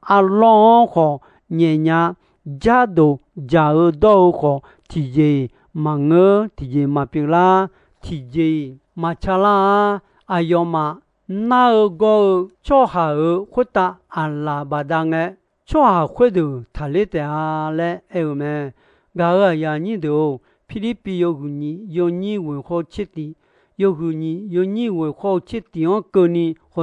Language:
Akha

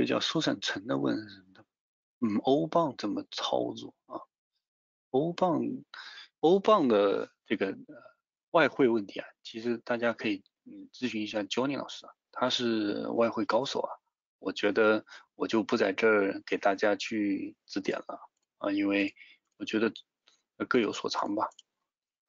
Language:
Chinese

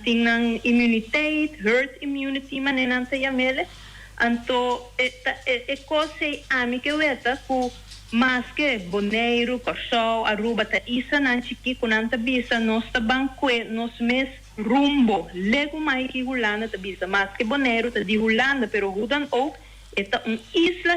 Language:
Papiamento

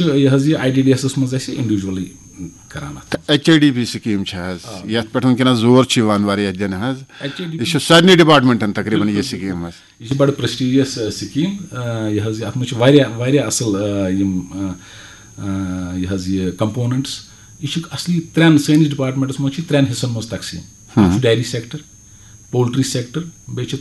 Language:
Kashmiri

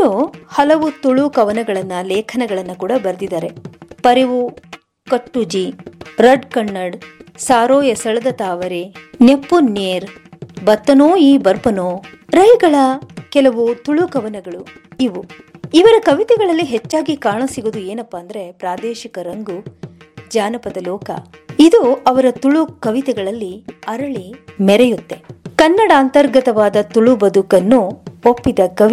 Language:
Kannada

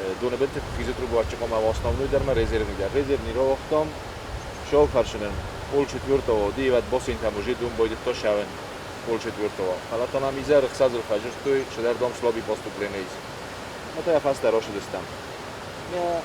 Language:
Ossetic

